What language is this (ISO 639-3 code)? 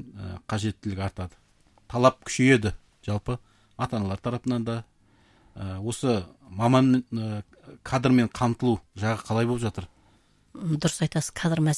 kaz